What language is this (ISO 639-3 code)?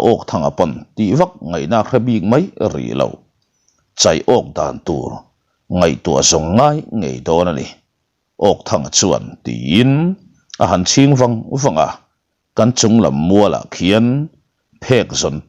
lus